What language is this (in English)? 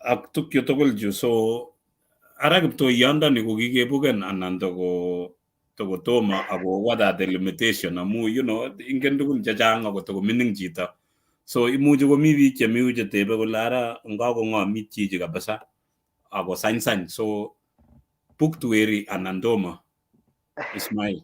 Kalenjin